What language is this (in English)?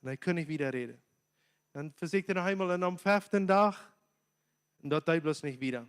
Plautdietsch